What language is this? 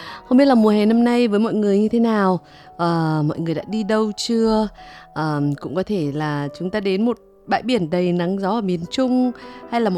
Vietnamese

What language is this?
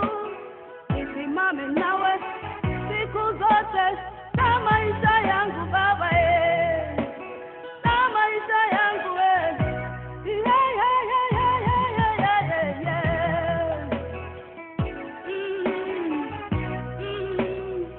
Swahili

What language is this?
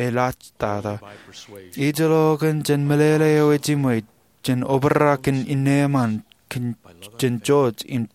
Marshallese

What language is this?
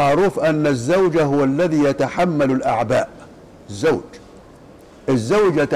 Arabic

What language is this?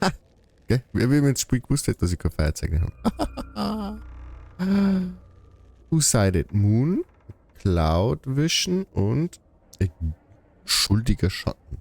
Bavarian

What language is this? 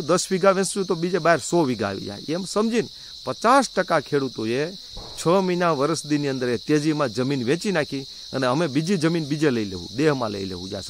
Gujarati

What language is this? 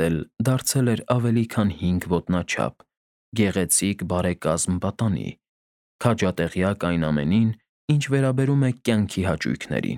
Armenian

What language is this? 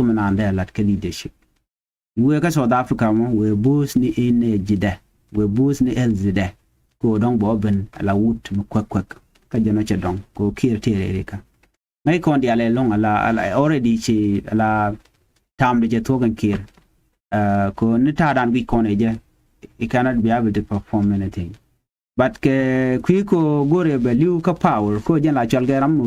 Nuer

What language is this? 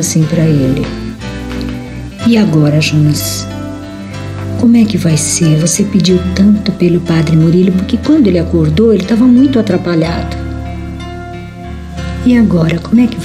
Portuguese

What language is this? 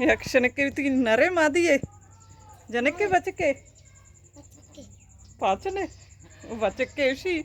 Baluchi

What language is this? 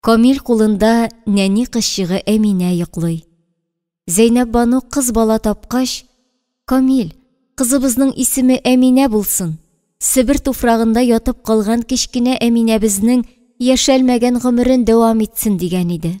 Tatar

